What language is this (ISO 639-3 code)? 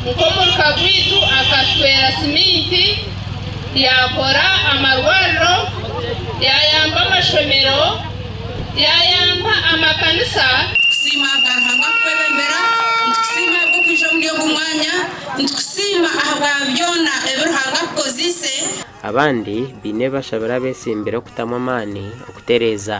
nyn